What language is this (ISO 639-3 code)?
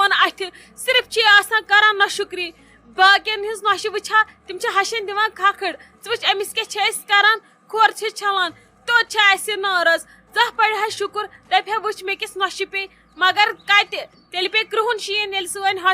kas